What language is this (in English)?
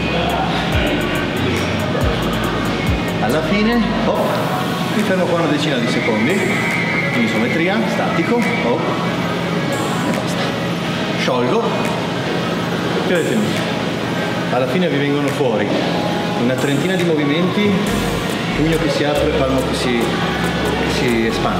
Italian